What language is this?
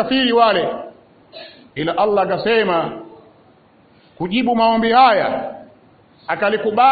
Swahili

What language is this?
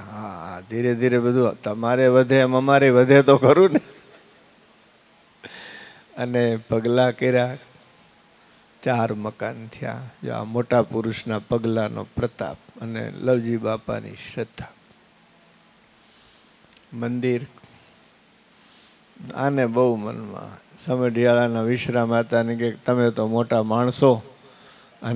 Gujarati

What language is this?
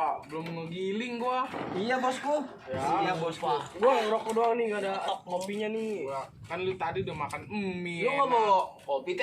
Betawi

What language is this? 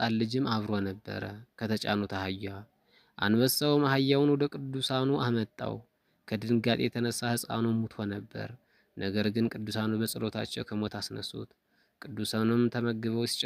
Amharic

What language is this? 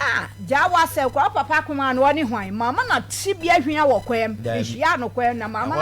Akan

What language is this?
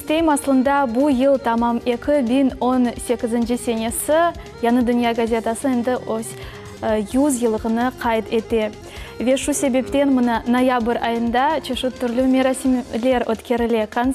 Crimean Tatar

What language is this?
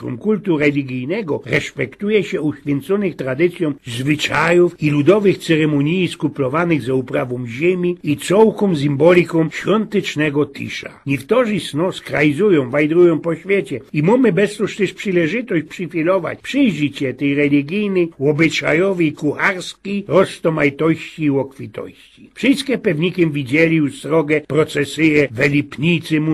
Silesian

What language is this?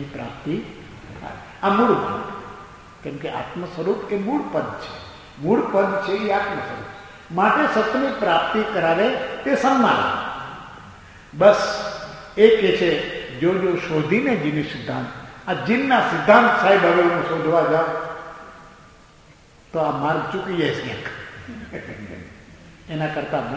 Gujarati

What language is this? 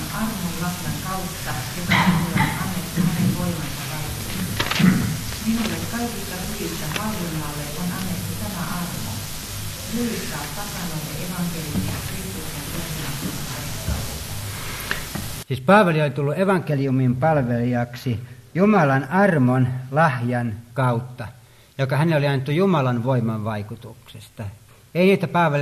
Finnish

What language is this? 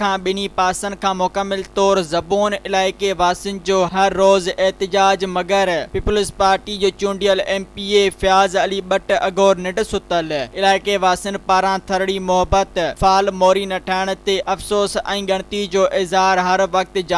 Sindhi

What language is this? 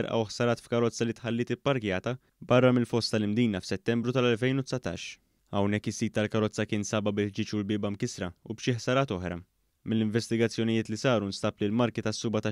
Maltese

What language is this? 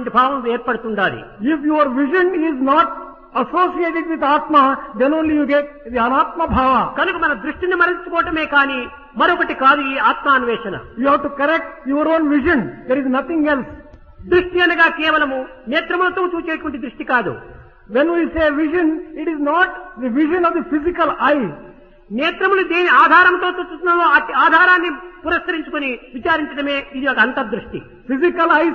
Telugu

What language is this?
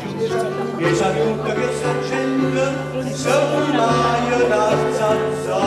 Neapolitan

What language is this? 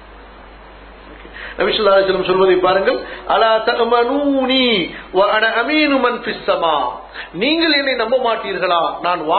Tamil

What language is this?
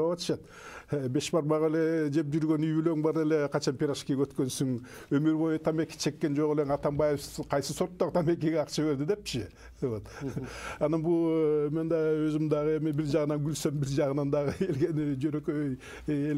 Kyrgyz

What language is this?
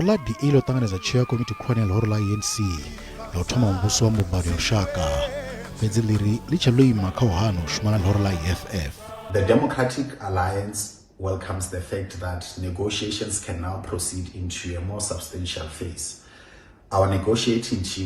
Venda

